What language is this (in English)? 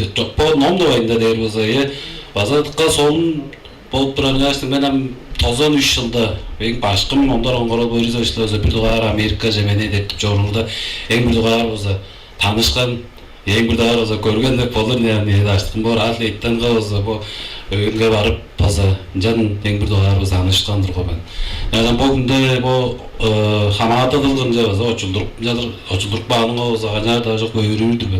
Tuvinian